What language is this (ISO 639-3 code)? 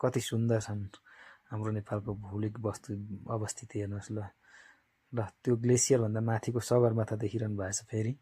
nep